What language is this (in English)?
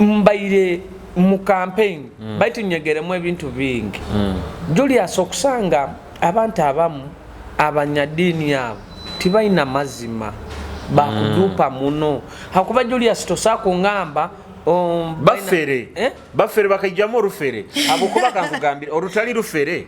Nyoro